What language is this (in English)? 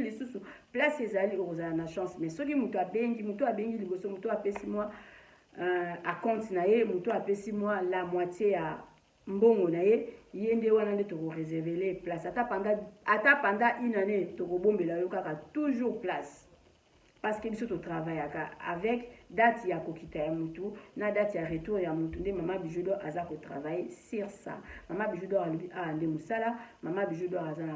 Lingala